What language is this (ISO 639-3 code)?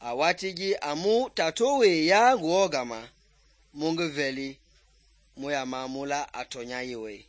men